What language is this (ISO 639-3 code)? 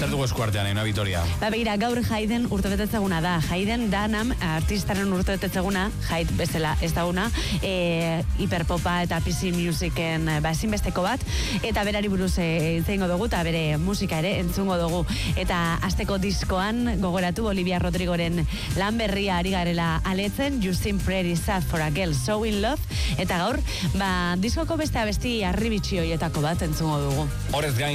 eus